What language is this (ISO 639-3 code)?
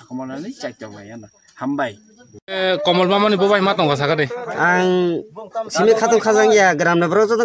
trp